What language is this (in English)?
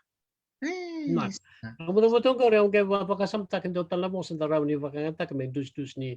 Fijian